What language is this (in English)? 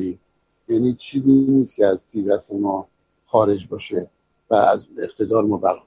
Persian